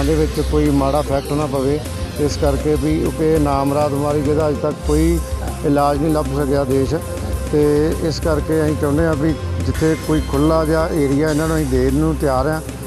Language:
Punjabi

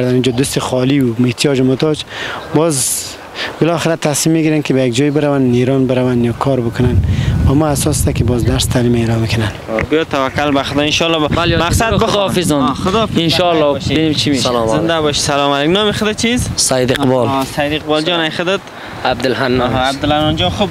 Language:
Persian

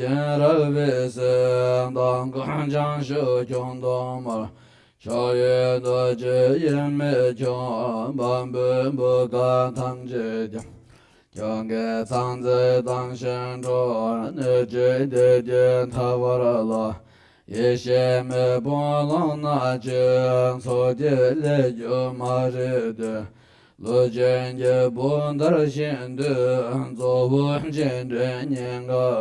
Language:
Tibetan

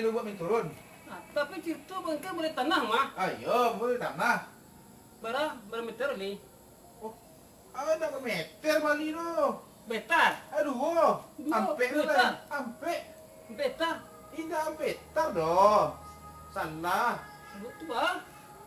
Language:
Minangkabau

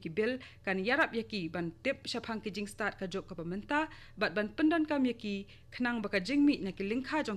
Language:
Khasi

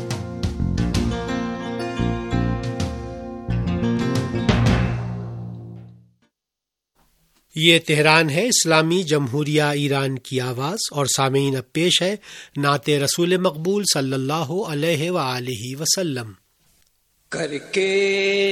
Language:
Urdu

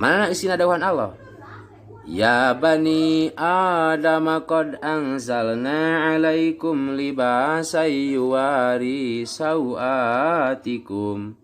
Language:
Sundanese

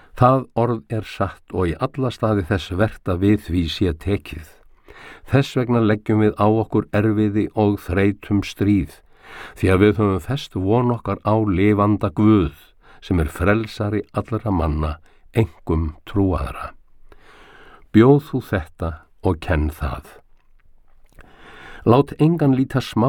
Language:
Icelandic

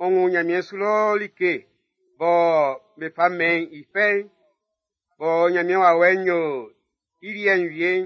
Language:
Baoulé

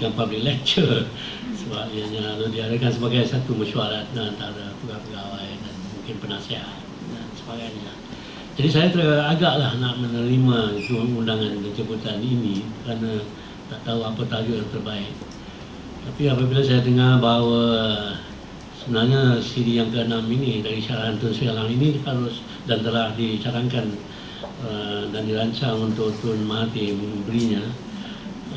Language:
Malay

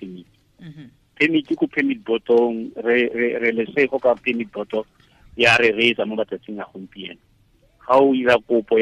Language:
Tswana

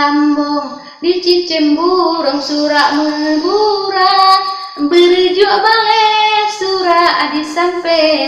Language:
Achinese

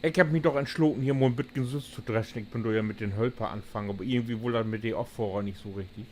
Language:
Low German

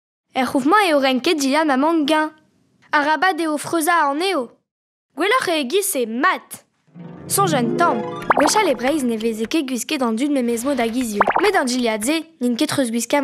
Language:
Breton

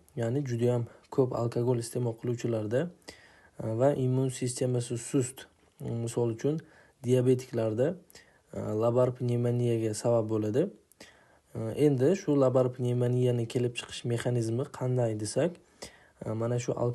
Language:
Uzbek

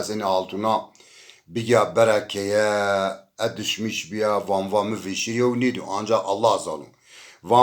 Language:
Zaza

